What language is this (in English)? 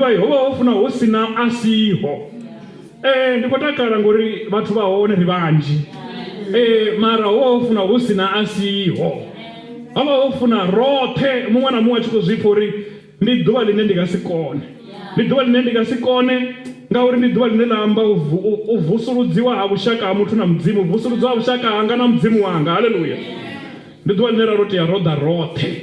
Venda